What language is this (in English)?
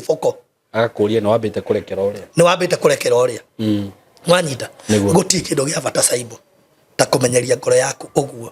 Kikuyu